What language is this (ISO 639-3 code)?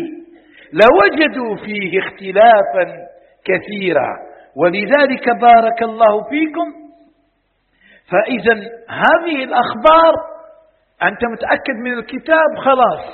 ara